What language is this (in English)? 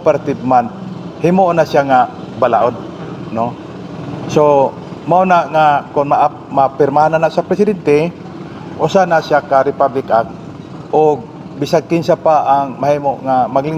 Cebuano